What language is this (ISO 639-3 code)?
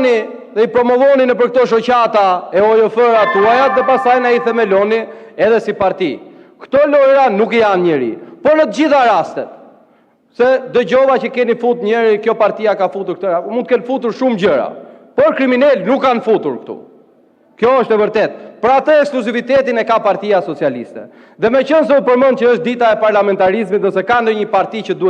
sqi